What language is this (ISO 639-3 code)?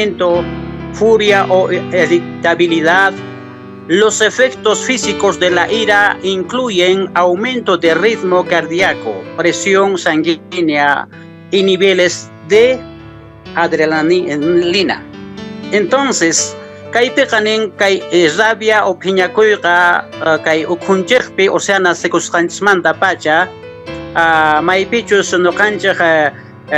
que